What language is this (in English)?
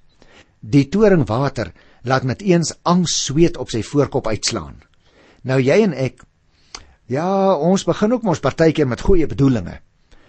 Afrikaans